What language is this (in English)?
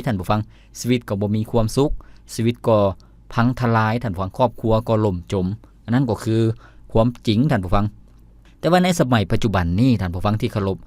Lao